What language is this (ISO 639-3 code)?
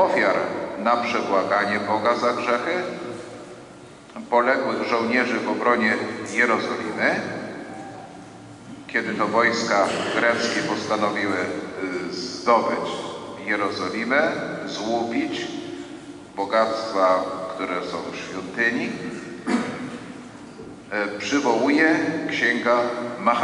pol